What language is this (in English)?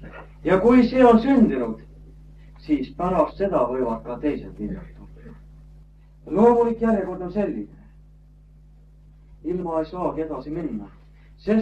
Estonian